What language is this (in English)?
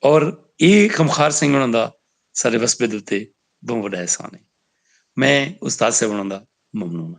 Saraiki